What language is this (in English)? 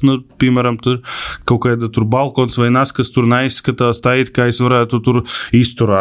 Latvian